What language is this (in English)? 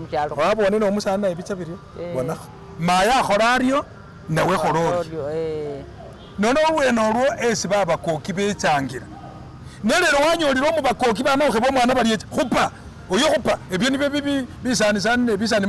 Masaaba